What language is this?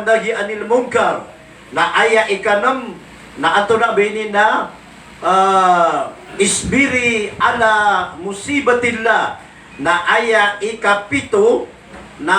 Maranao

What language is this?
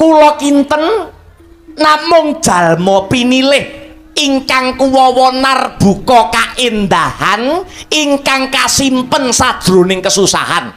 Javanese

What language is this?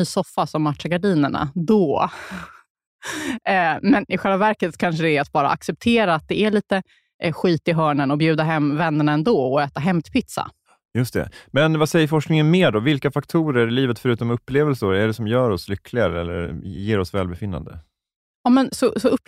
Swedish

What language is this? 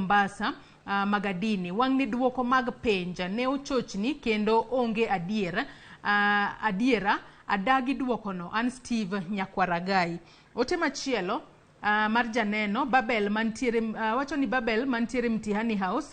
Luo (Kenya and Tanzania)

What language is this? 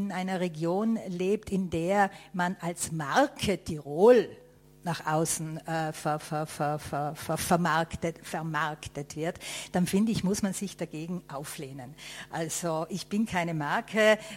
German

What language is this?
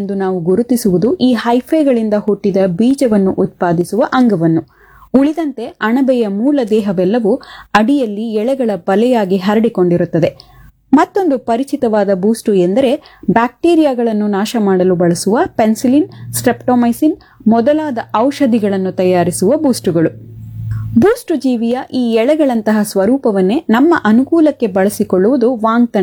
Kannada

